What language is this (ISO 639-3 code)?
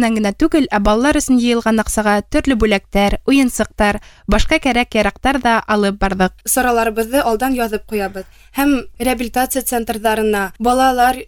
bak